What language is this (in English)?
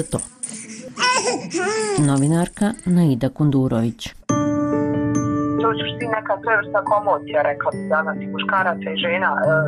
Bosnian